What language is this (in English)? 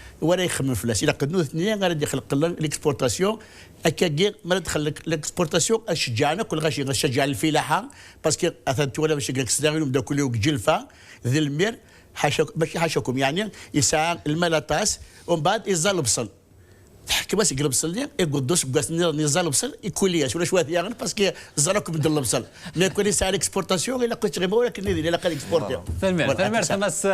Kabyle